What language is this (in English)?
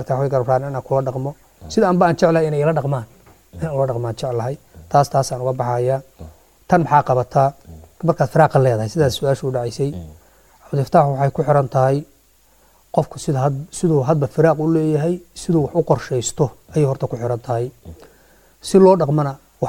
Somali